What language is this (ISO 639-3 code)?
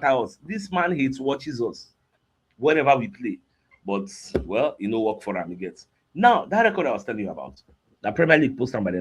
pcm